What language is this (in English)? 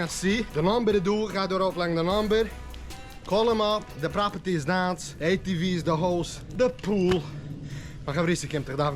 Yiddish